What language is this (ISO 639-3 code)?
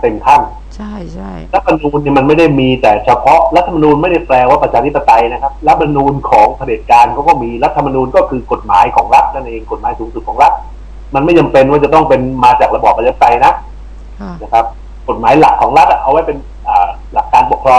tha